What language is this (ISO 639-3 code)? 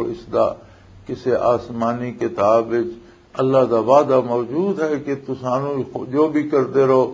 lah